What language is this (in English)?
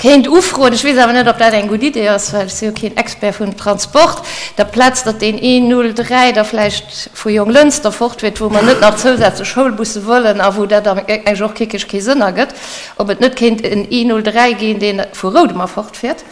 Luxembourgish